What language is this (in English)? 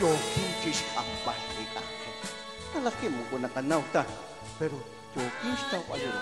Kekchí